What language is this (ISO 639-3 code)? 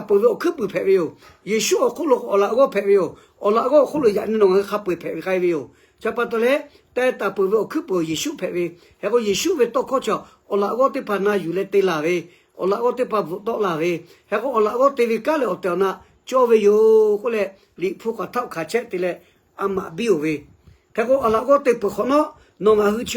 lhu